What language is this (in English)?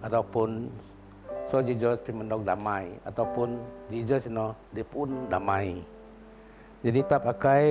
Biatah Bidayuh